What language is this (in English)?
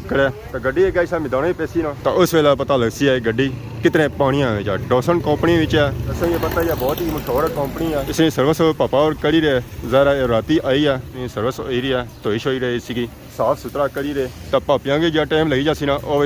Pahari-Potwari